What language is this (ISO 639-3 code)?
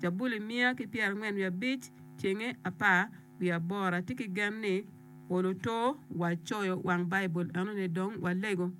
ach